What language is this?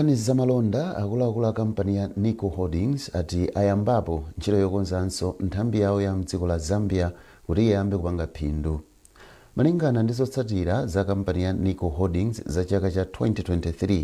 Nyanja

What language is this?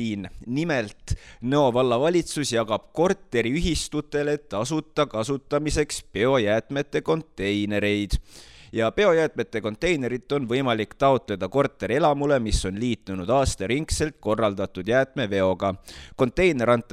Estonian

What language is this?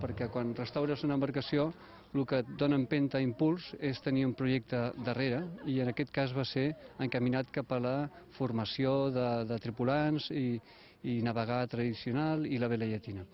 Catalan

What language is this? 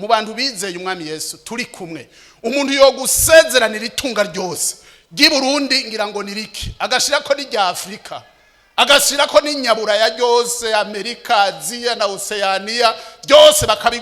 Rundi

